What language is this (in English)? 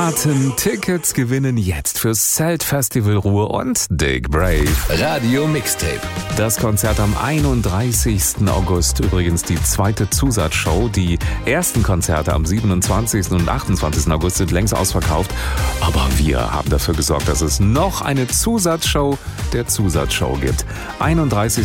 German